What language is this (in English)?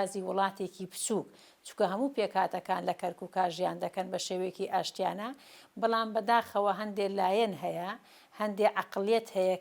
Central Kurdish